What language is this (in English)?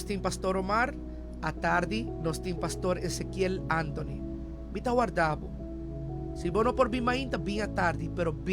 Papiamento